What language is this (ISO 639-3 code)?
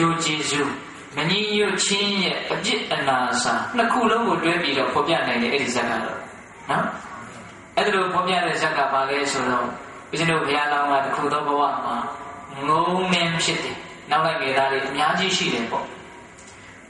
mya